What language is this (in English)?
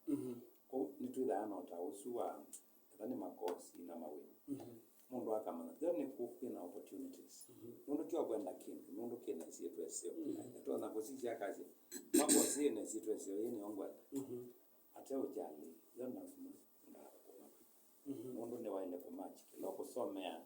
Kamba